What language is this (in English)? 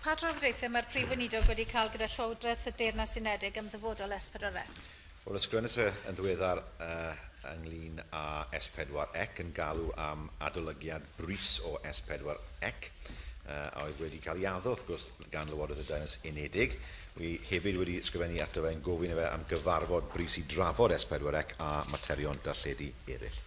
Welsh